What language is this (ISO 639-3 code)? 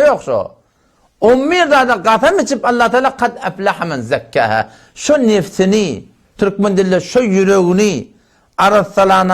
tuk